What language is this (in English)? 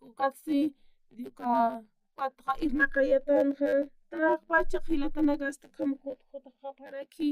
Aymara